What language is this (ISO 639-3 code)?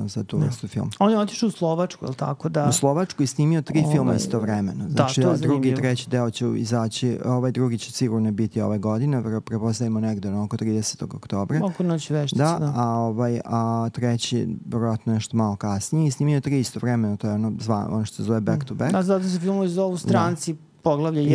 srp